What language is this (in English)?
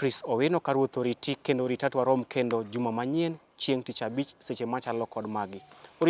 Luo (Kenya and Tanzania)